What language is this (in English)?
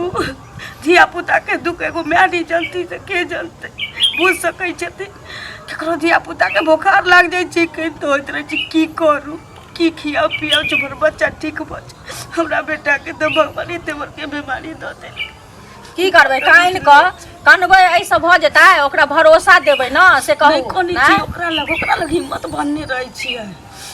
Maithili